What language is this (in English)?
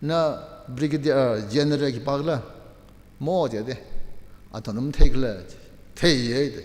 Tangkhul Naga (India)